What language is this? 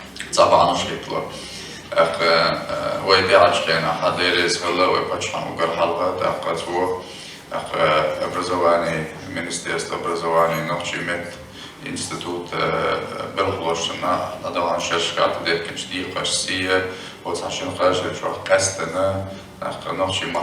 Chechen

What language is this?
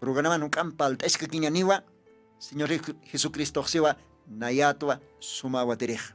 Aymara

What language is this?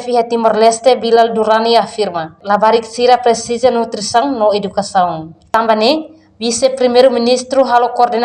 Tetum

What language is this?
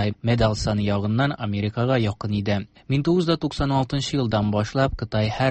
Tatar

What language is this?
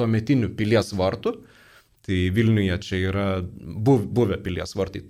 Lithuanian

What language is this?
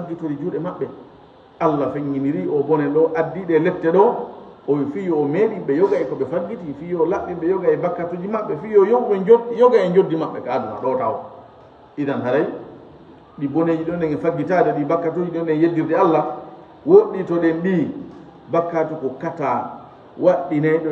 Fula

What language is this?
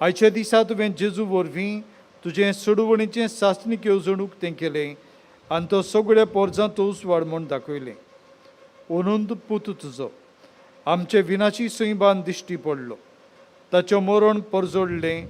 Konkani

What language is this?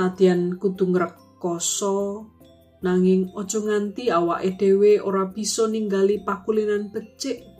Javanese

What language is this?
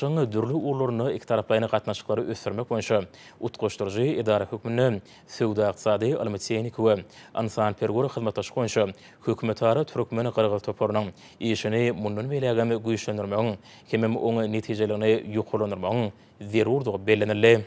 Turkmen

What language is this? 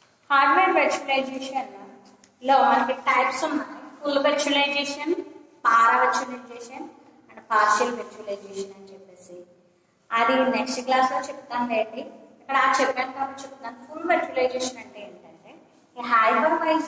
Telugu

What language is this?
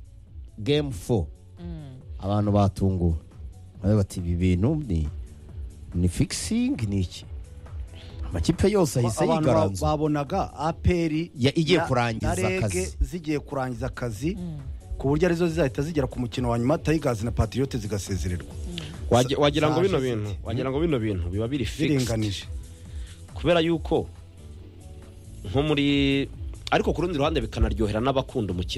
Kinyarwanda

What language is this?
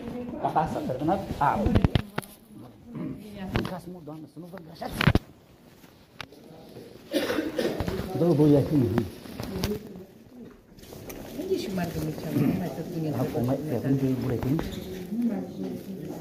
Romanian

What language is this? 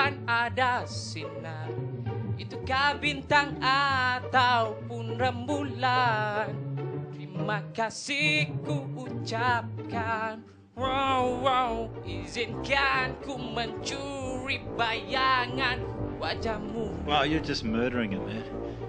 Indonesian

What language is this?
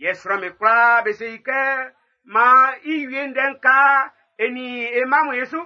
Baoulé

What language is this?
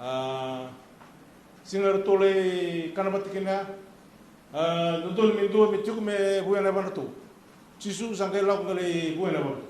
Fijian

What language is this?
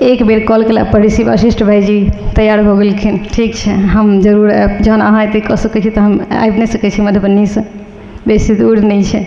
Maithili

